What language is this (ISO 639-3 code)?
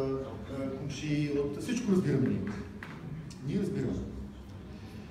bul